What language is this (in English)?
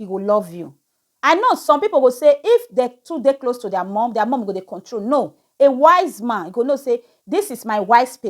Nigerian Pidgin